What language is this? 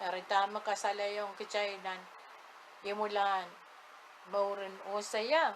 Pohnpeian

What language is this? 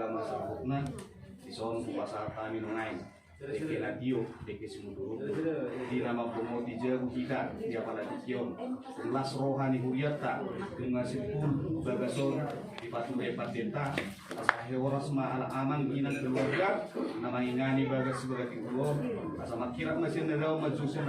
Batak Toba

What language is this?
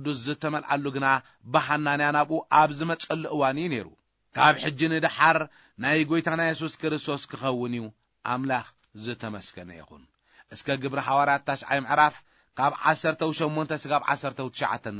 Tigrinya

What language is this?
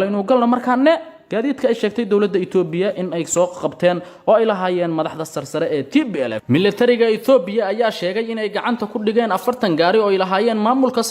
Somali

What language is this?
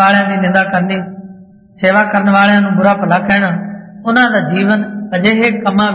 Punjabi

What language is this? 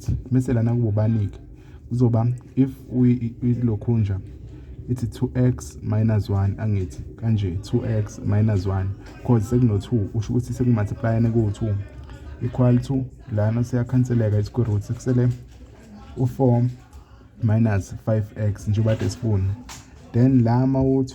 Zulu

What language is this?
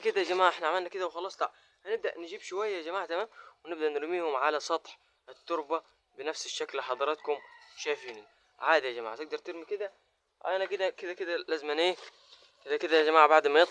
Egyptian Arabic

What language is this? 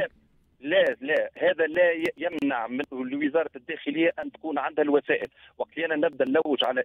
Tunisian Arabic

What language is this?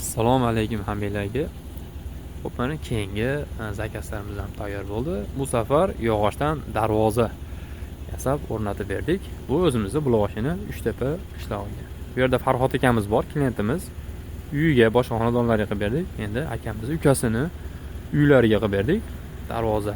Uzbek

